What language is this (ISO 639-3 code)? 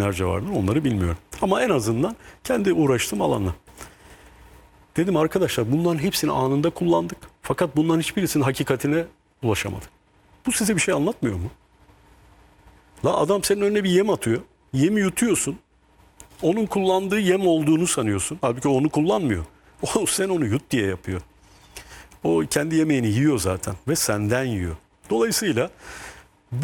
tur